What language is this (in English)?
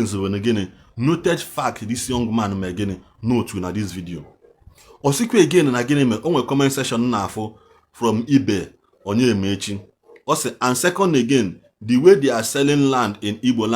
Igbo